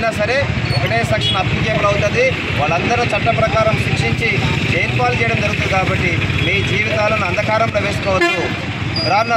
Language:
Telugu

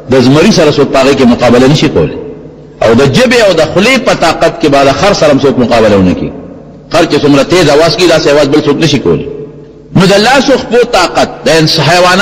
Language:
Pashto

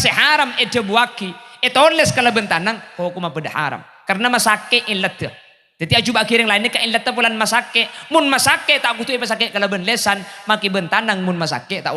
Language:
Madurese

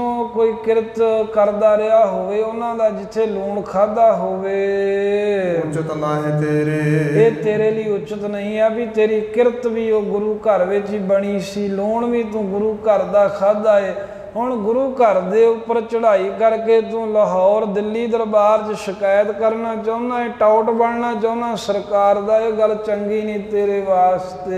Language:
Punjabi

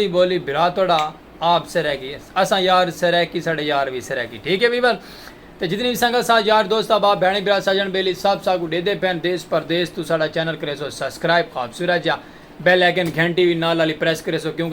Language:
Saraiki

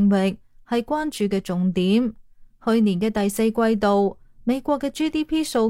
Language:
Cantonese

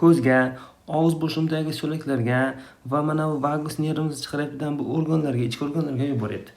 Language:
Uzbek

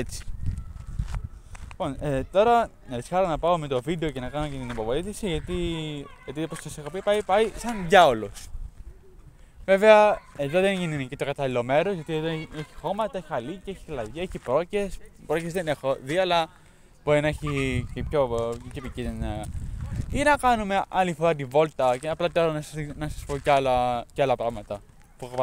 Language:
Greek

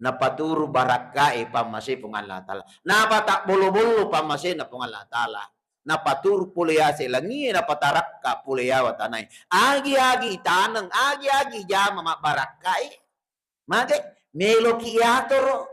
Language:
Buginese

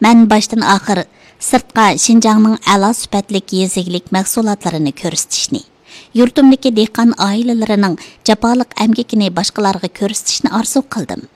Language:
Uyghur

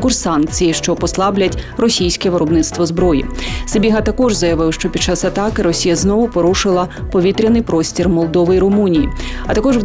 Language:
Ukrainian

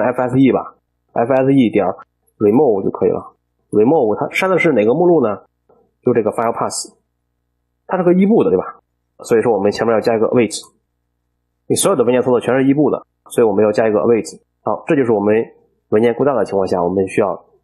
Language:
Chinese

